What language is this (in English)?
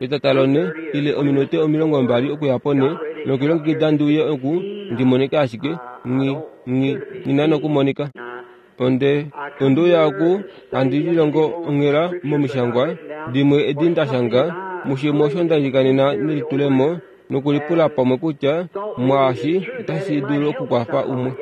Kuanyama